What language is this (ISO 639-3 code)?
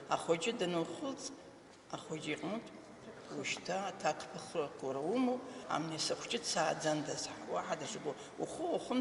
abk